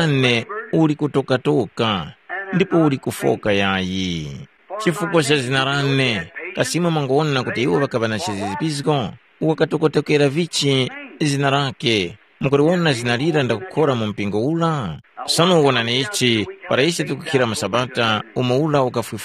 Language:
Tumbuka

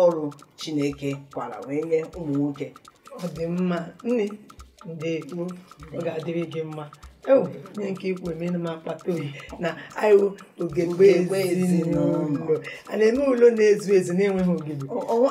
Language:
Igbo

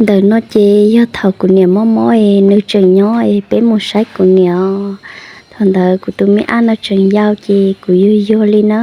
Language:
Hmong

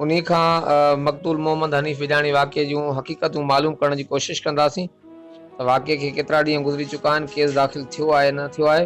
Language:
Sindhi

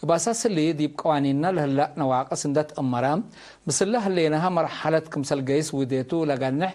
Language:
Tigre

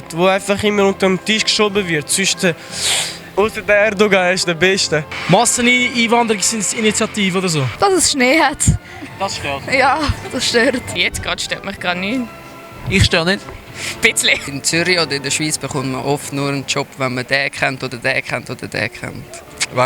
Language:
Swiss German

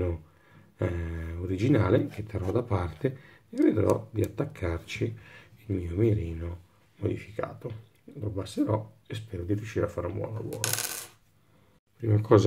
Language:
Italian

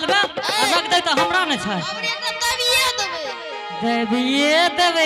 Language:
Angika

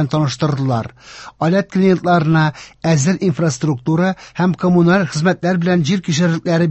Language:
Tatar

